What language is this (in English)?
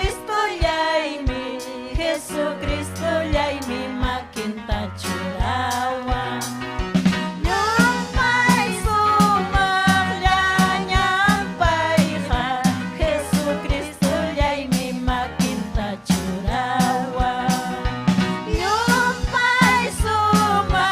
Ayacucho Quechua